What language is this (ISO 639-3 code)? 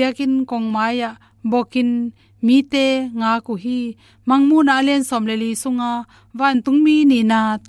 ctd